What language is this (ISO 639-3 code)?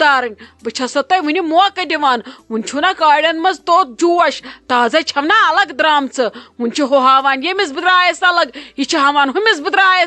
kas